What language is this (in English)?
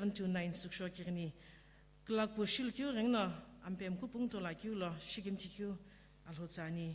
Sumi Naga